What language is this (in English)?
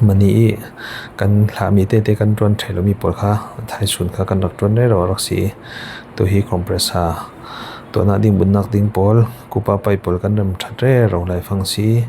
Falam Chin